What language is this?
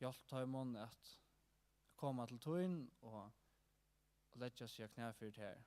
Faroese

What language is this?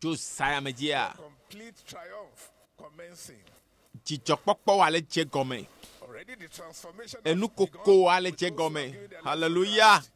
Ewe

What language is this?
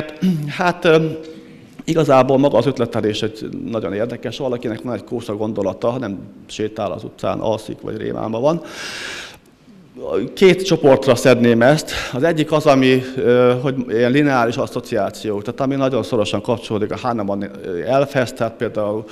Hungarian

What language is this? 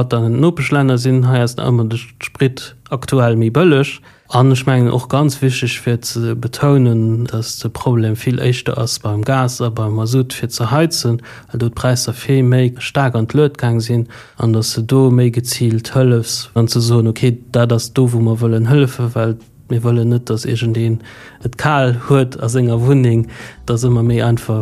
Luxembourgish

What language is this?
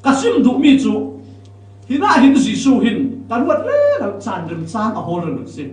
Falam Chin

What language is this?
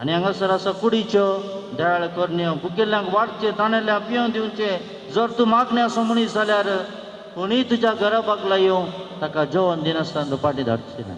Konkani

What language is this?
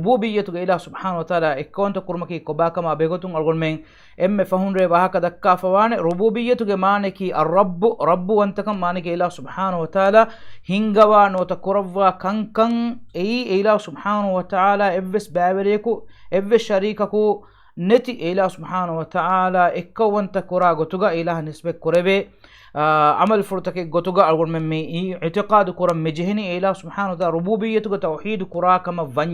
Divehi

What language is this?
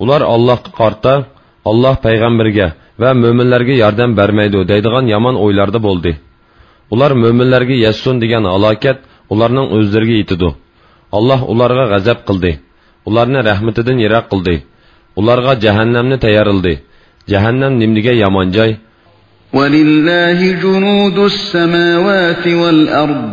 Uyghur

